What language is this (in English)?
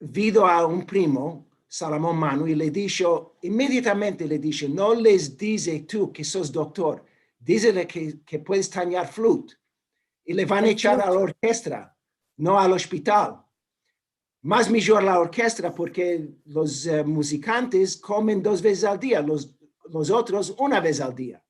Ladino